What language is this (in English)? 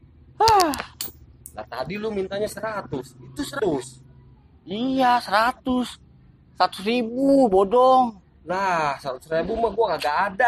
Betawi